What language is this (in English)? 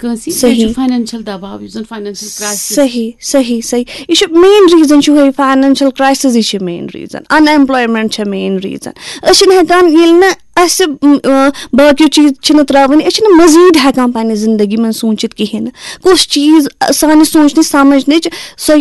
Kashmiri